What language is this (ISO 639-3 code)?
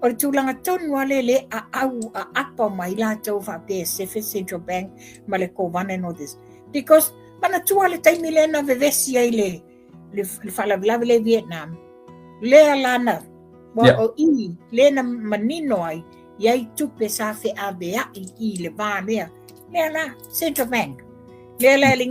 smo